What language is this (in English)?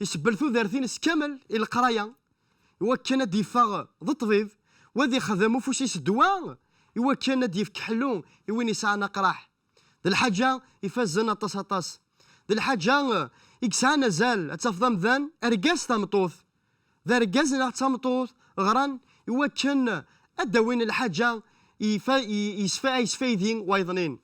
Kabyle